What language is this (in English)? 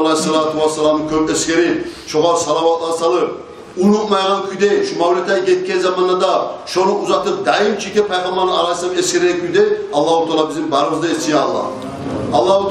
Kumyk